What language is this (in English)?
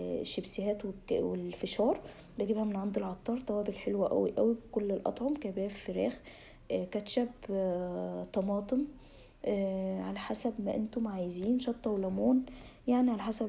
Egyptian Arabic